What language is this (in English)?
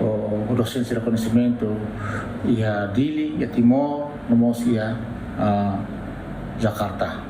Tetum